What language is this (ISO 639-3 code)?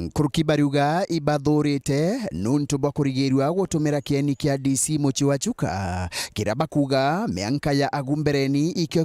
mer